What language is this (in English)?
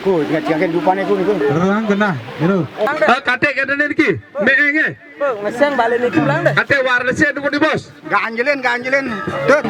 Balinese